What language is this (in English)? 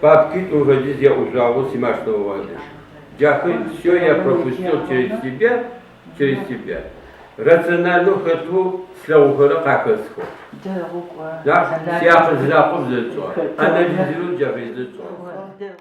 Adyghe